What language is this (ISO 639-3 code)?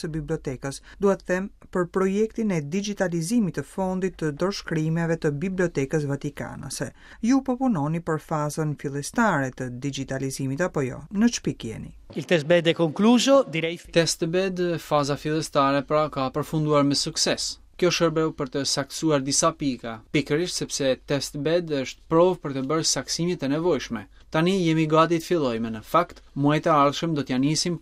sqi